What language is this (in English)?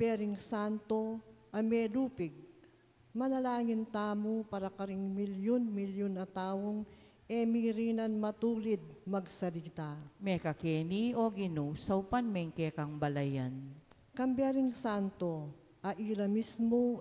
Pampanga